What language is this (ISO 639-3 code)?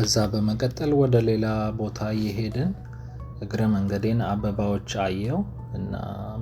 amh